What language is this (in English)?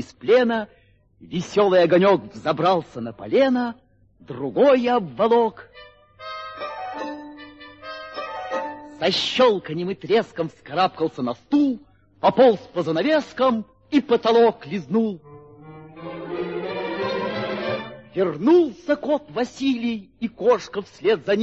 Russian